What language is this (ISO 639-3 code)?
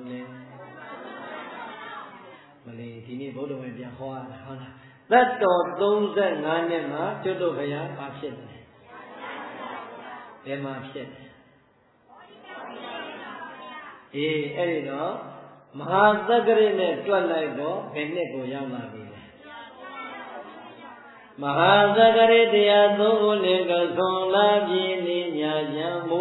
mya